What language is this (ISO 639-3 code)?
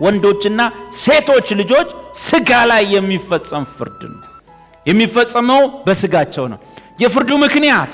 amh